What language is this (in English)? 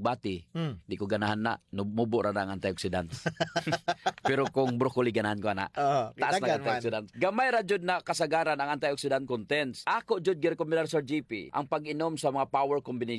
Cebuano